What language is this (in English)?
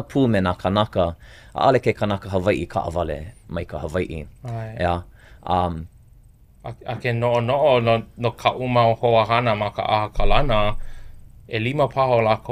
Hawaiian